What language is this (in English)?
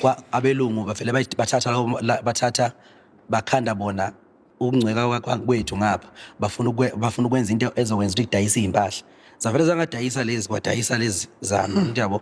Zulu